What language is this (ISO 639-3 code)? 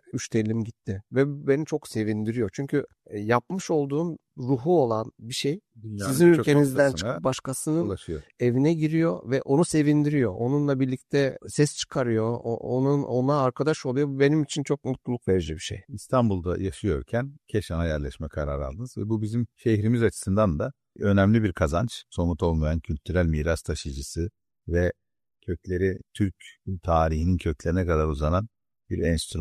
tur